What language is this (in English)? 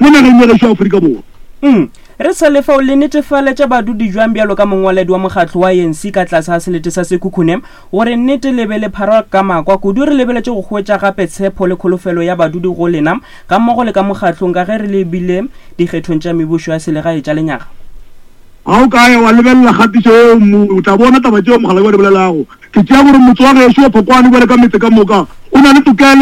Northern Sotho